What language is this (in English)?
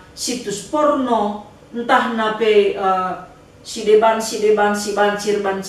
Batak Karo